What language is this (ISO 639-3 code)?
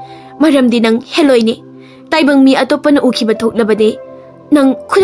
mni